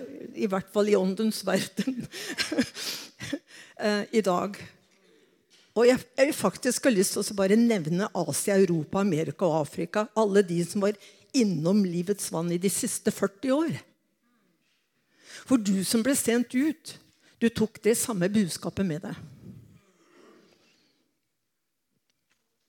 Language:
Norwegian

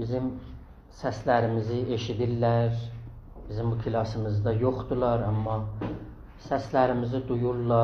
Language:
South Azerbaijani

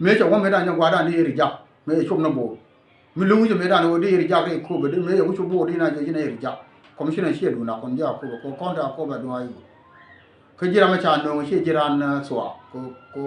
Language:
Nuer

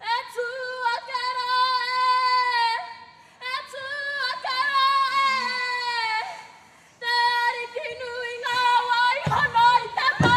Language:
Māori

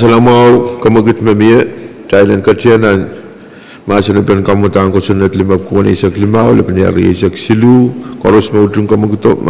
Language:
Pohnpeian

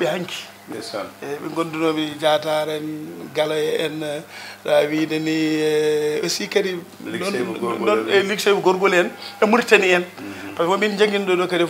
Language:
Fula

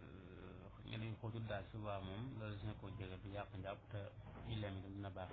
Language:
Wolof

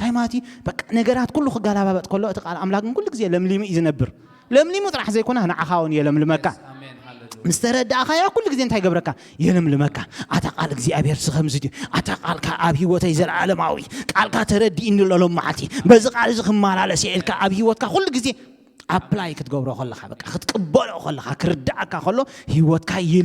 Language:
Tigrinya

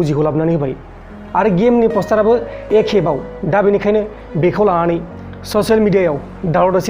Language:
Bodo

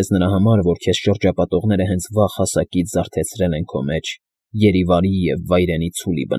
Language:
Armenian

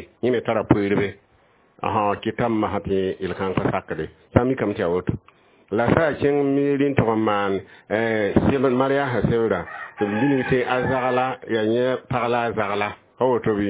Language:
Mossi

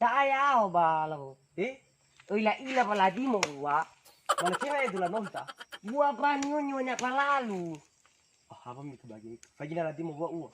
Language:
Nias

